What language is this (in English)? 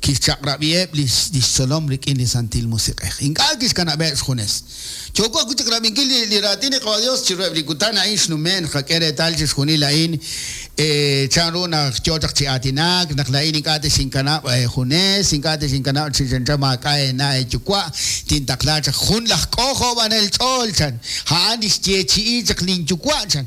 Kekchí